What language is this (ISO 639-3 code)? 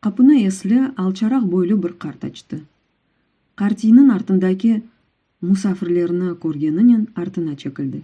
crh